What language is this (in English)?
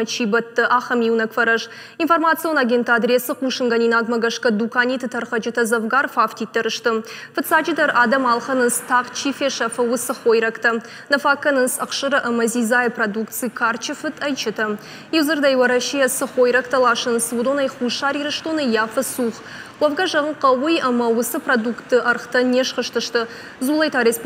Ossetic